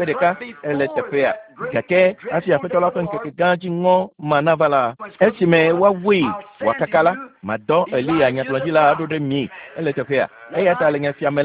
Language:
Ewe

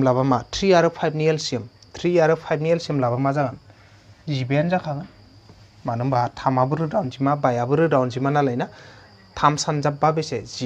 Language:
Bodo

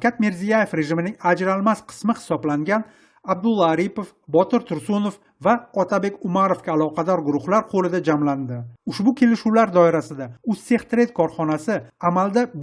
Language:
Uzbek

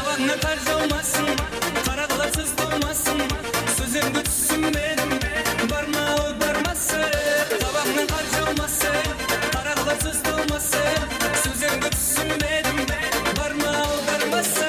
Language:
Kara-Kalpak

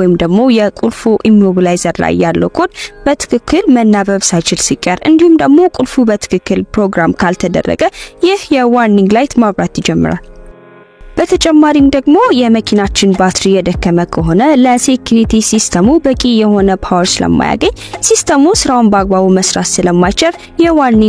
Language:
Amharic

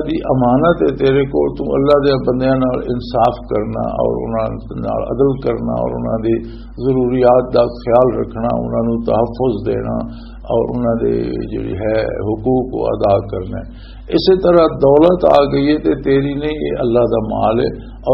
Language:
Western Panjabi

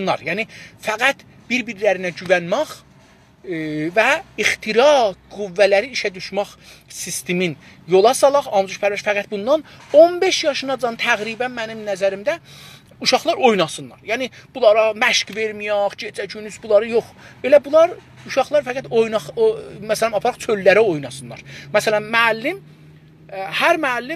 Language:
South Azerbaijani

